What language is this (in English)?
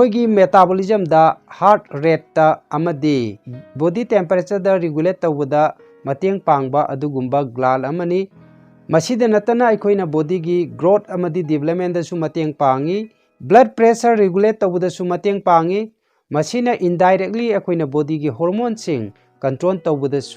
Manipuri